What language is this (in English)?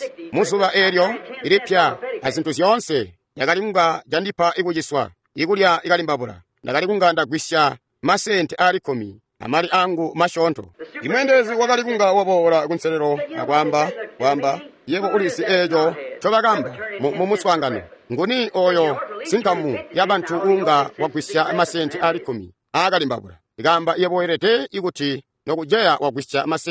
Tonga (Zambia)